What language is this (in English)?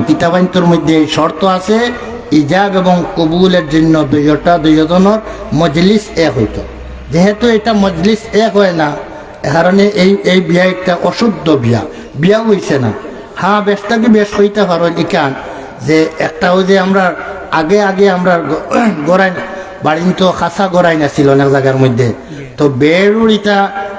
Sylheti